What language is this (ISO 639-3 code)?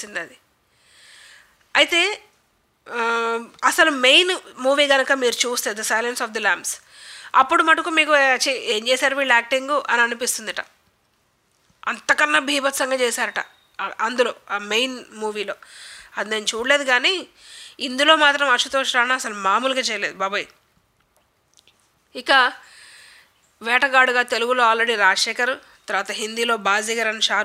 tel